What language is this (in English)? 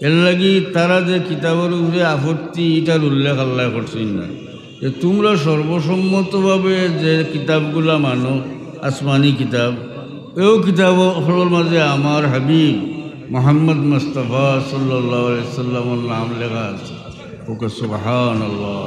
Sylheti